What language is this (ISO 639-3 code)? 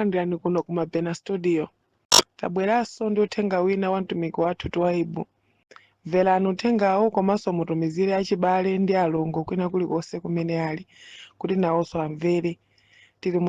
nya